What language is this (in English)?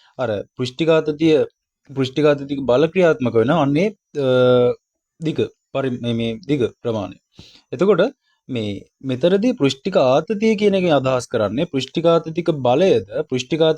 Sinhala